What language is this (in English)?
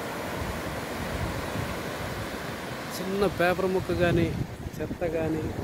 Telugu